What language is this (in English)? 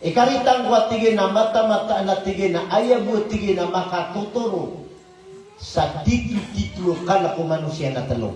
Maranao